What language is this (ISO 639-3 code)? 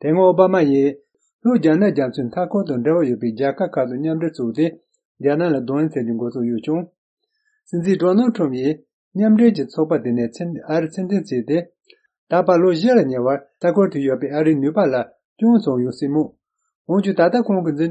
bod